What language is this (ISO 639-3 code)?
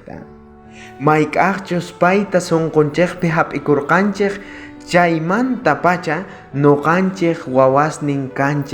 quh